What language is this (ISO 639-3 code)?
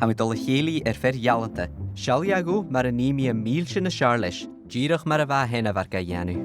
gla